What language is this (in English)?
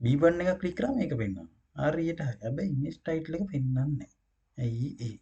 Sinhala